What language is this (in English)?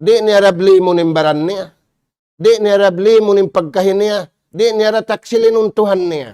Tausug